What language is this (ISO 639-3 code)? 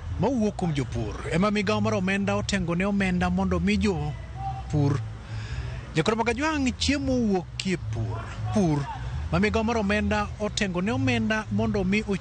luo